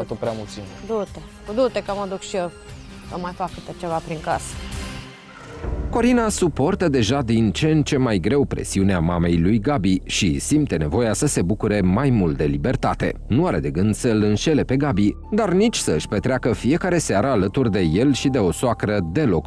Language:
Romanian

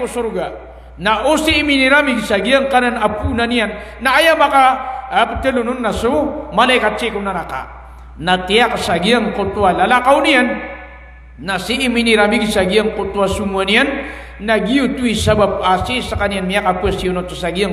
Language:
Maranao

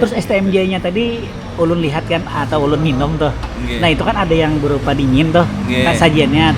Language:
Banjar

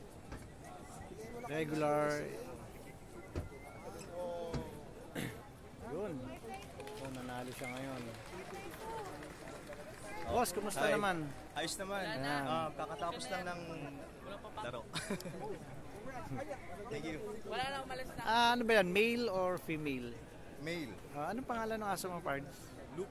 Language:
Filipino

